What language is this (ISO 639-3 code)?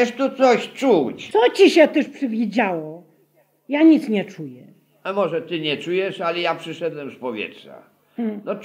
pol